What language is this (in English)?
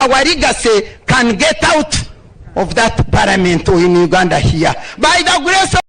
Nyankole